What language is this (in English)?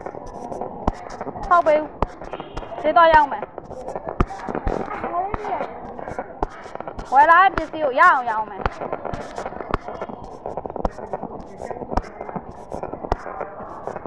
Burmese